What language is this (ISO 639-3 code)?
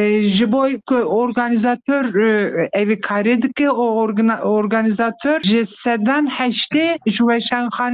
kur